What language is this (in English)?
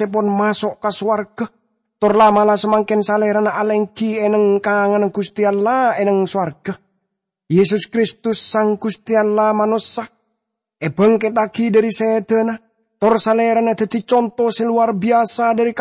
Madurese